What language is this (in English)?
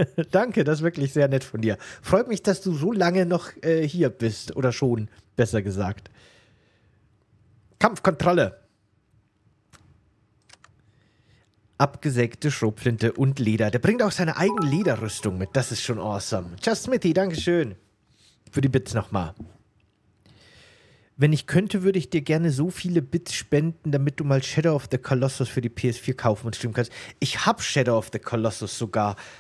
German